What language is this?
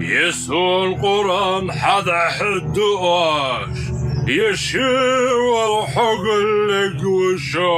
Ingush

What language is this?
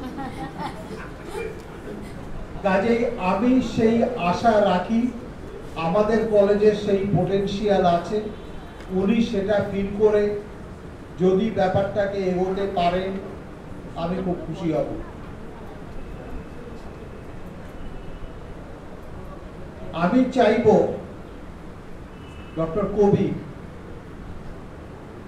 Bangla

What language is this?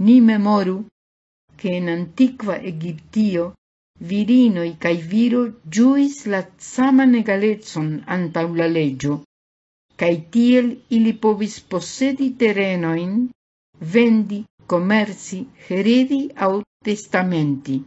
Esperanto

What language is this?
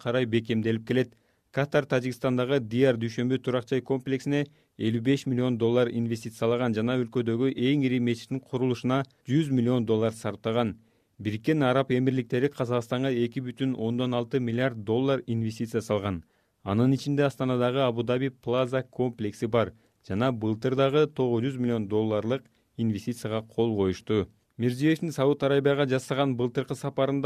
Kyrgyz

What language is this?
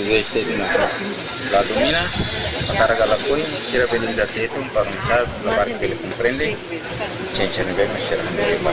Tetum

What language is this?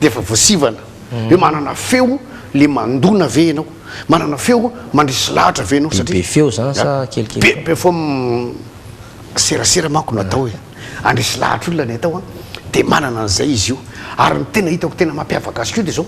Malagasy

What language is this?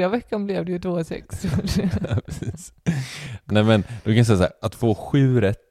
Swedish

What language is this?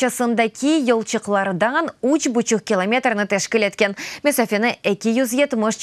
Crimean Tatar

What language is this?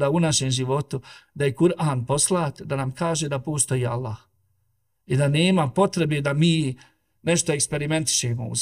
Bosnian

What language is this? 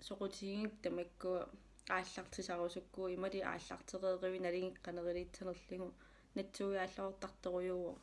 Kalaallisut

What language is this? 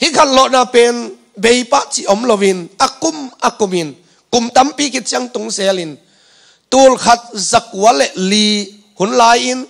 Tedim Chin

